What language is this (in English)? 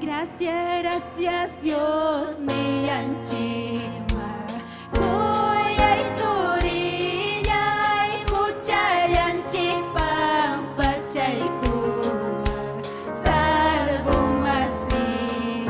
Ayacucho Quechua